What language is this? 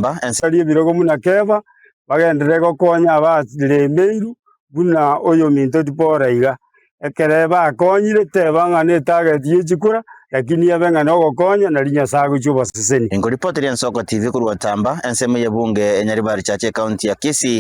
Gusii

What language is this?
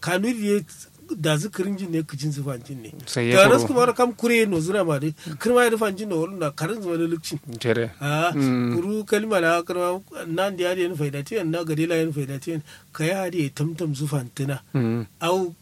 Kanuri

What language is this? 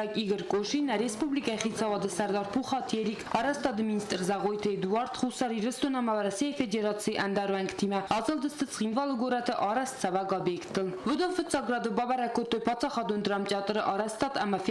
Ossetic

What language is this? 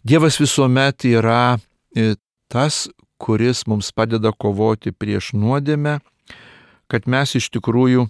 Lithuanian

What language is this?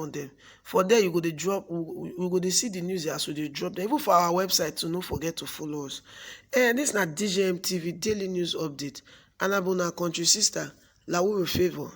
Nigerian Pidgin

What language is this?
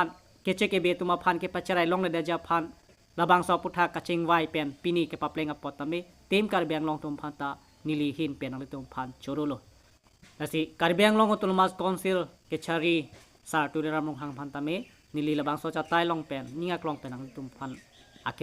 Karbi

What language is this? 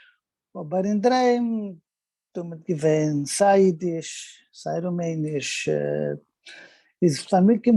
Yiddish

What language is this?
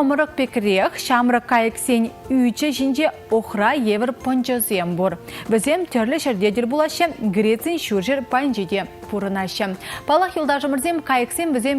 Chuvash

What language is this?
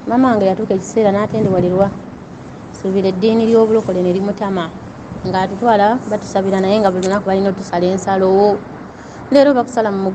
Ganda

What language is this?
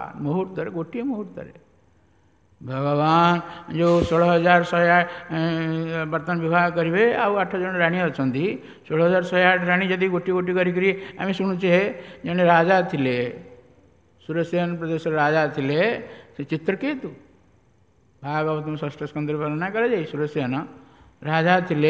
Odia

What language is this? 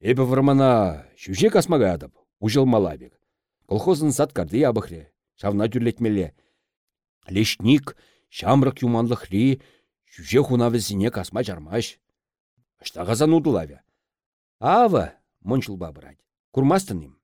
Chuvash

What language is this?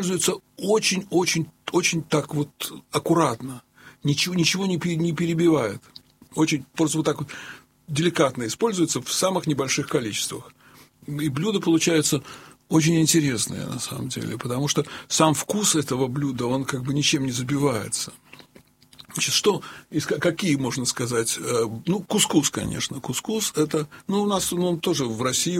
Russian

